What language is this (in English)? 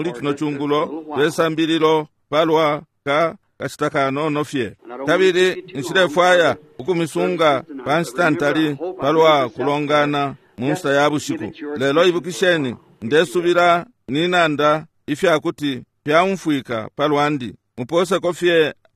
Bemba